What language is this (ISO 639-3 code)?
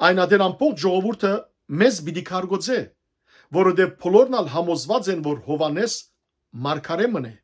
hyw